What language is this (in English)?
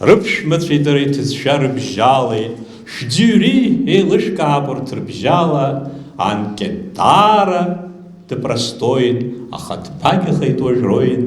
Abkhazian